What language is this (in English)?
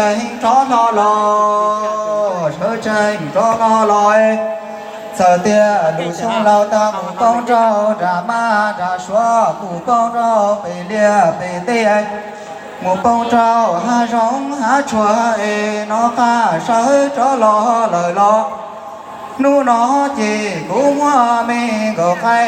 Hmong